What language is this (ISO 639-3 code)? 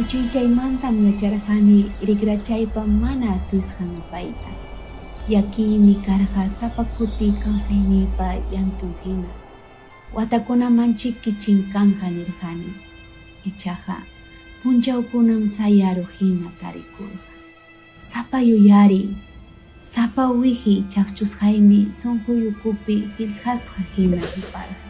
quy